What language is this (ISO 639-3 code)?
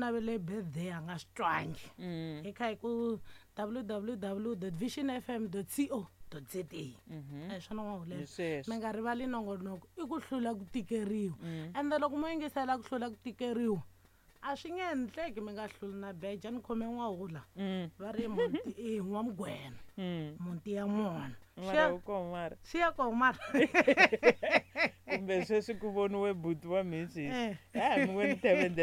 tso